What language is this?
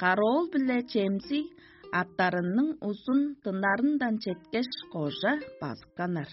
Tuvinian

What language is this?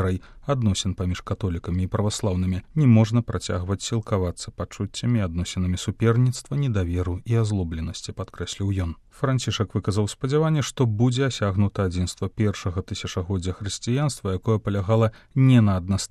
Belarusian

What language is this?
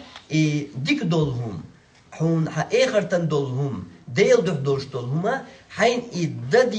Chechen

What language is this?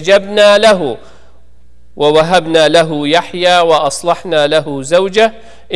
Kurdish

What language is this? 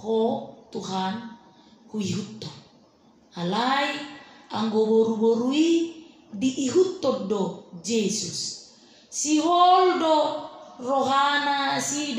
Batak Toba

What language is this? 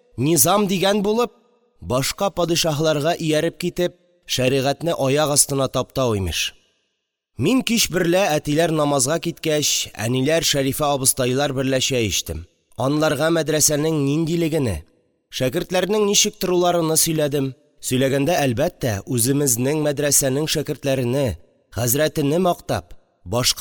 Tatar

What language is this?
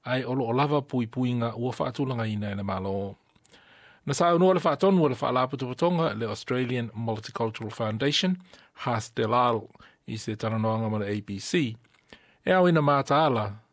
Samoan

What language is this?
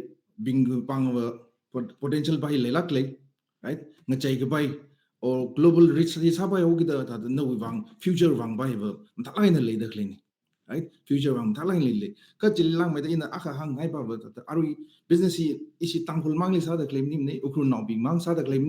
Tangkhul Naga (India)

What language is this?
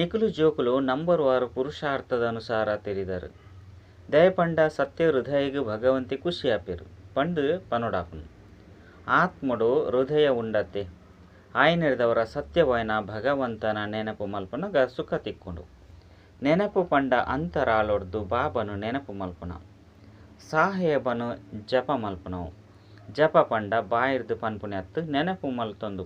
Tulu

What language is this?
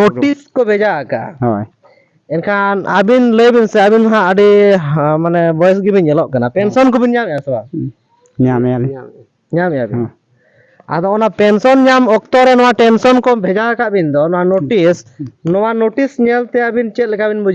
Santali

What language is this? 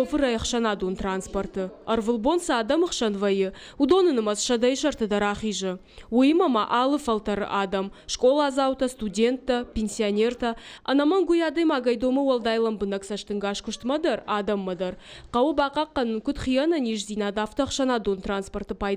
Ossetic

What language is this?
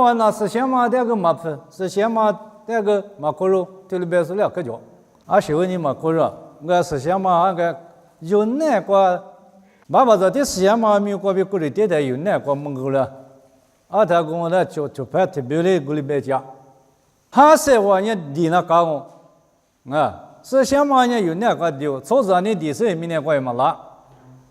Lisu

